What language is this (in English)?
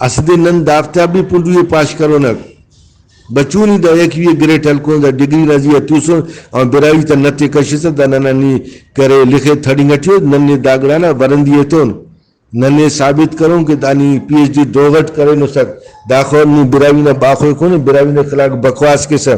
Brahui